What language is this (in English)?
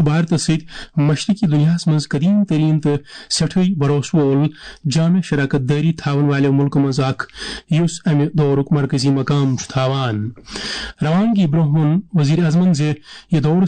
Kashmiri